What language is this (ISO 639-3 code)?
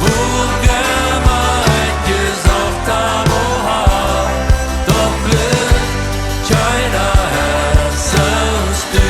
pdt